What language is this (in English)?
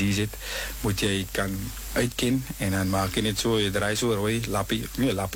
Afrikaans